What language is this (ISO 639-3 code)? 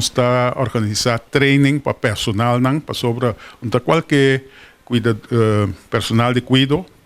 pap